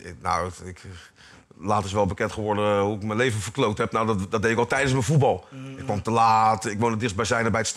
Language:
Dutch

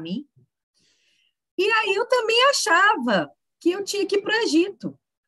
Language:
Portuguese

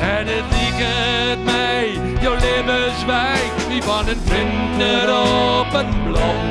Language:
Western Frisian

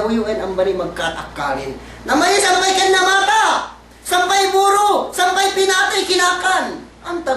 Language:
Yakan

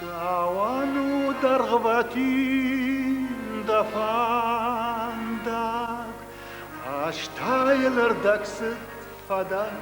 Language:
Ossetic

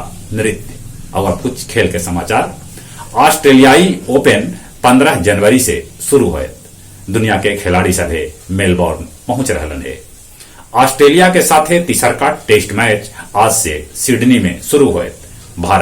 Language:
Magahi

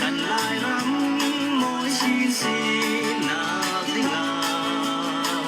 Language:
Falam Chin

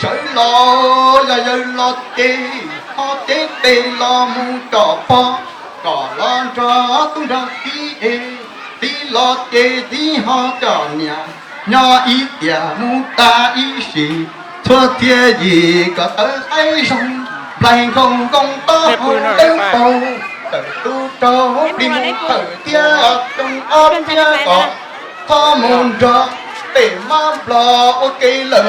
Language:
Hmong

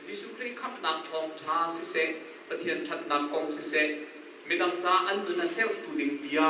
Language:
Hakha Chin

